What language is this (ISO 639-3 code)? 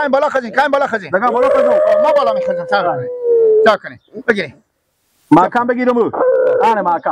fas